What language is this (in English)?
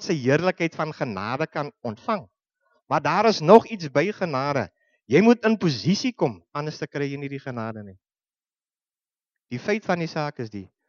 Afrikaans